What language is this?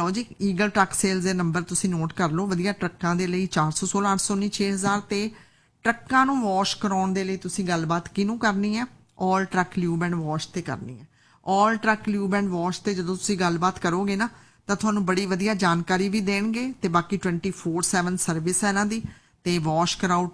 Punjabi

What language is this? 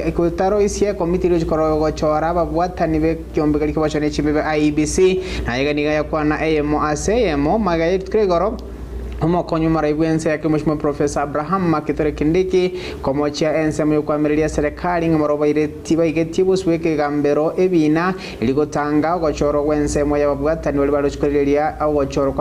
Gusii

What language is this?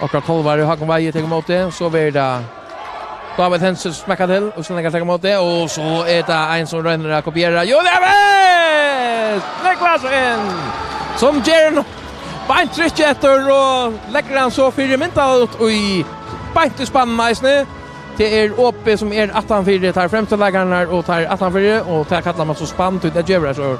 Faroese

